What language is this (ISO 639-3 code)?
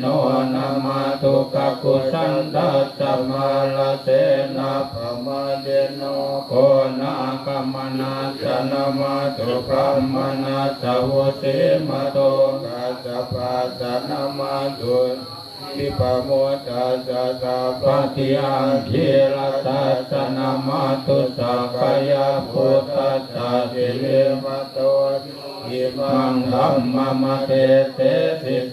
pli